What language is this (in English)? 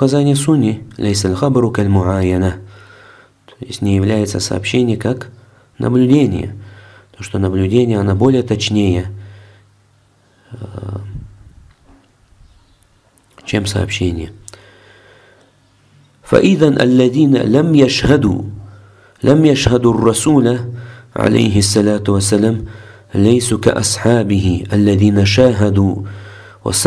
Russian